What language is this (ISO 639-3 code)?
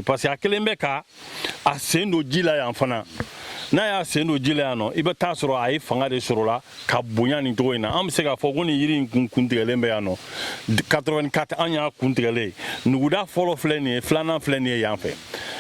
bam